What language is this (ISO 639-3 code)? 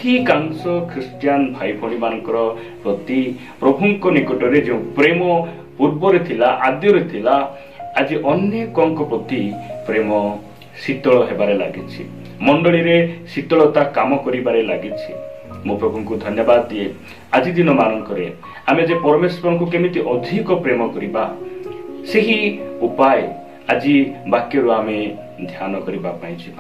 ori